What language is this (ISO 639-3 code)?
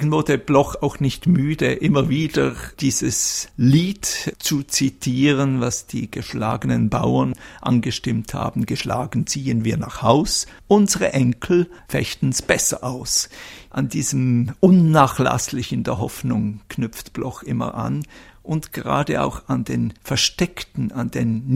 deu